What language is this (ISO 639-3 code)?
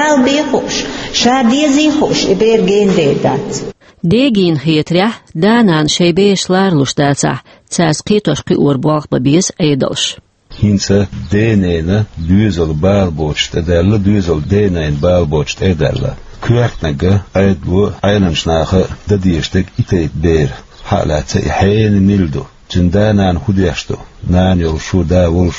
che